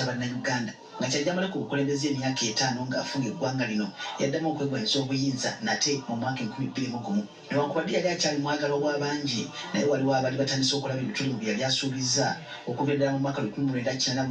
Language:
Ganda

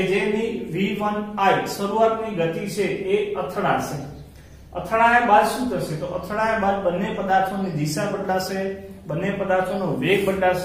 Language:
Gujarati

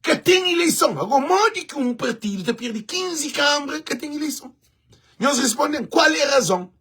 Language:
Kabuverdianu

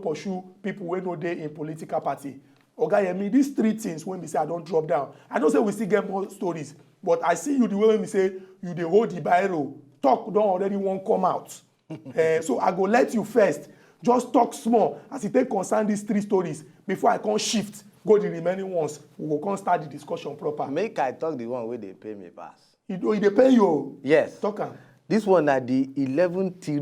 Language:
Nigerian Pidgin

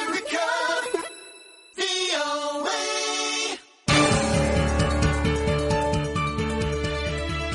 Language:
Indonesian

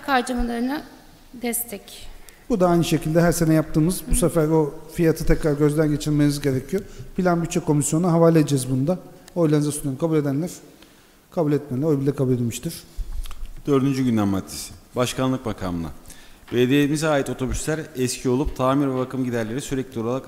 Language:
Turkish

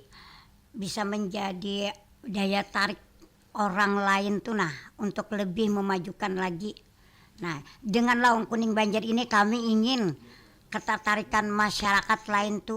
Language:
Banjar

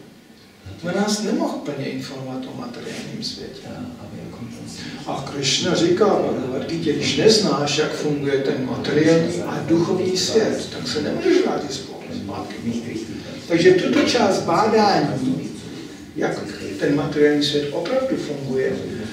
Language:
Czech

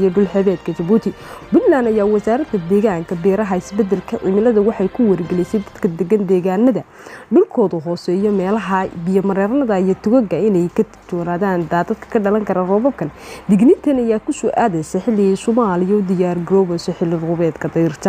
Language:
Somali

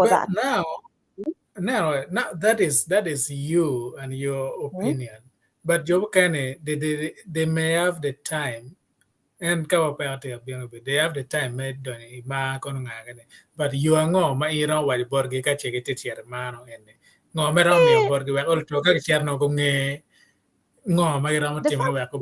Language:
Acoli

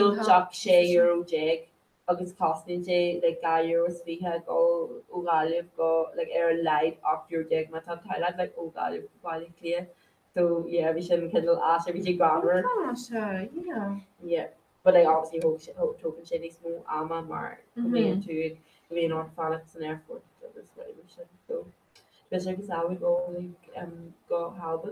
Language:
Irish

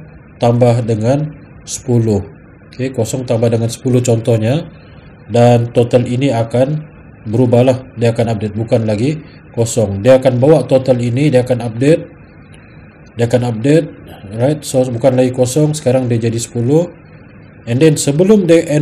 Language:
Malay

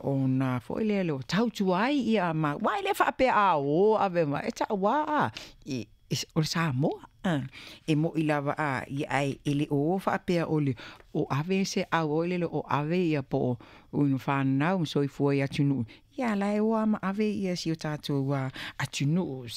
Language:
Samoan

